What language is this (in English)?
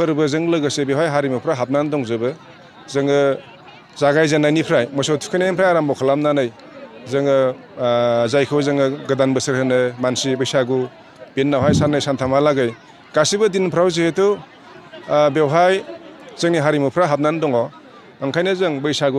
Bodo